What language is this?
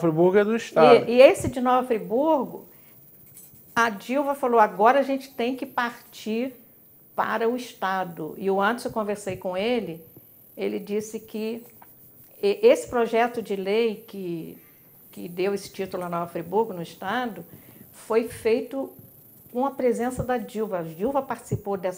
Portuguese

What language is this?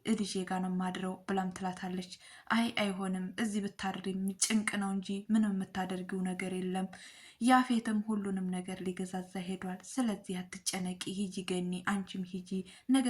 Amharic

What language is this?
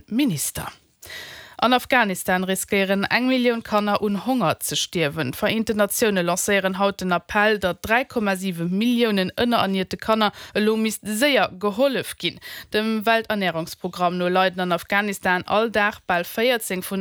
Luxembourgish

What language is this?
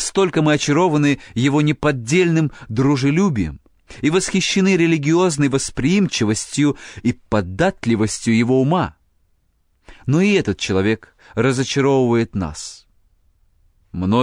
Russian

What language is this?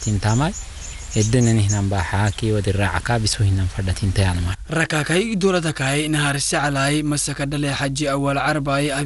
Afar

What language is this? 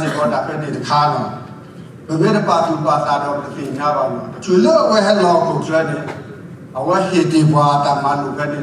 S'gaw Karen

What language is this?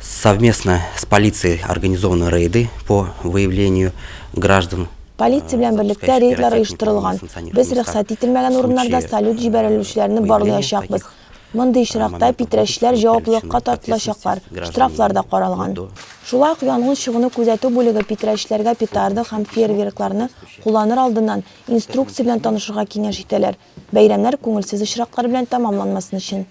Tatar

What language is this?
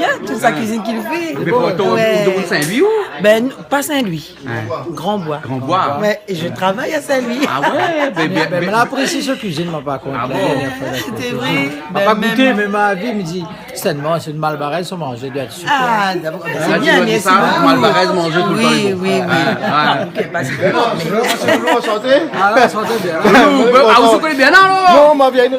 Réunion Creole French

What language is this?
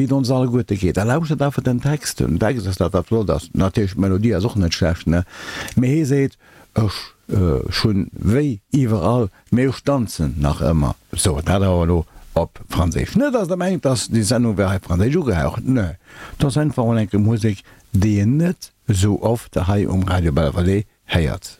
Luxembourgish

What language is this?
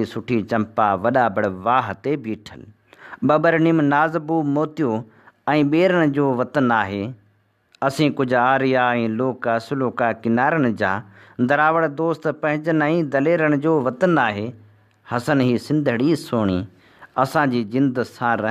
Sindhi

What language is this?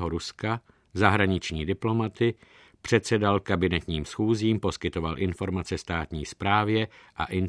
Czech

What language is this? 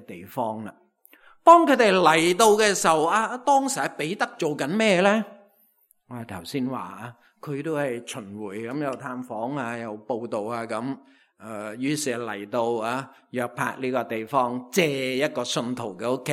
Cantonese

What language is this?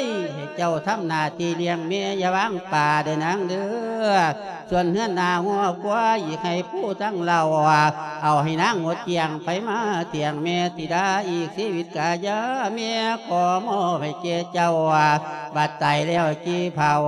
Lao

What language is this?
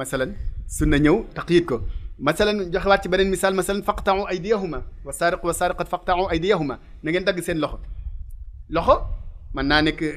Wolof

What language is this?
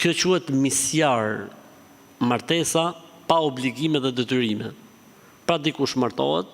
Albanian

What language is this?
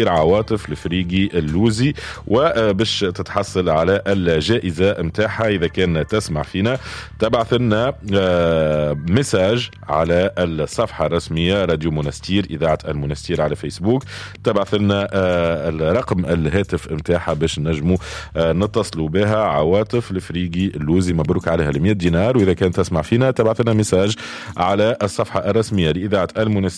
Tunisian Arabic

